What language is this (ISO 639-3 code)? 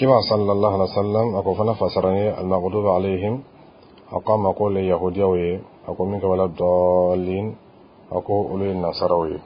bam